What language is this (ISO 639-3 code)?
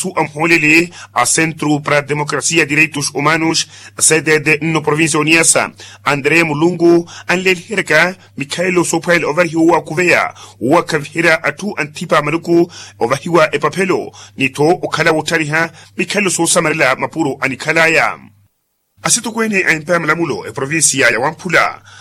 vmw